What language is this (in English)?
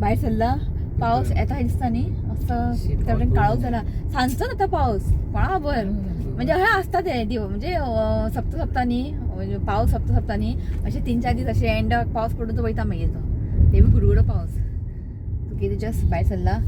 Konkani